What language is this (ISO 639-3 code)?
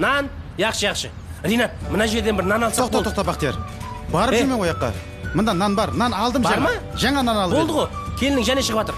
kaa